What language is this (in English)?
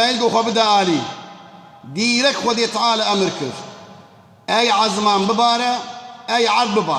Kurdish